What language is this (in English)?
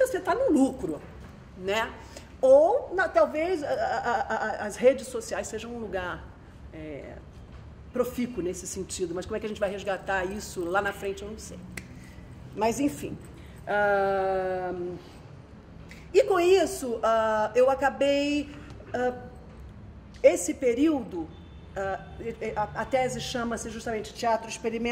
Portuguese